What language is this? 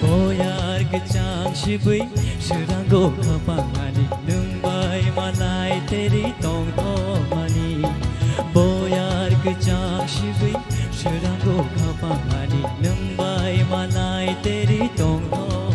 Kok Borok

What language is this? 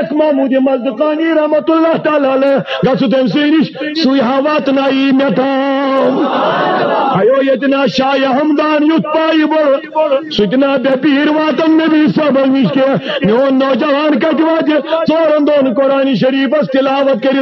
Kashmiri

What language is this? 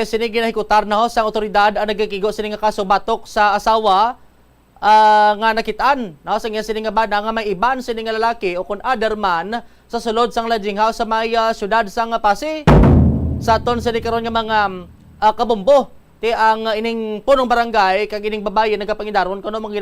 Hiligaynon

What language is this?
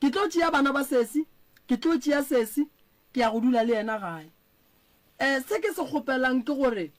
Northern Sotho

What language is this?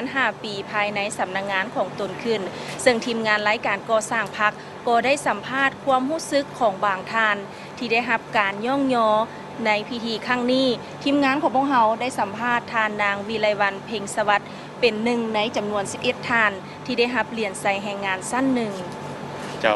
Lao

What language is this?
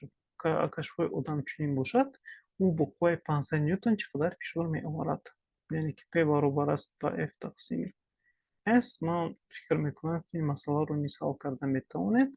Tajik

